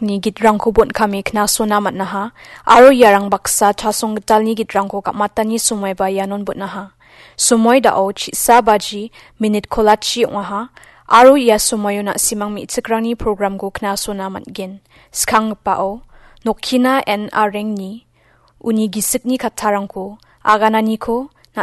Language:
Garo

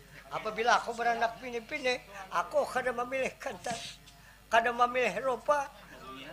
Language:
Banjar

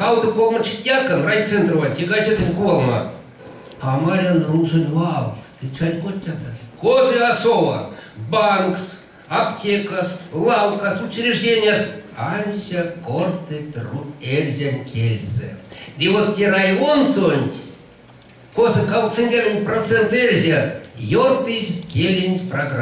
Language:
Erzya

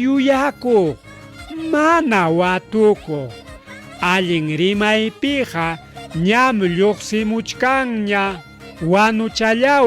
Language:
Ayacucho Quechua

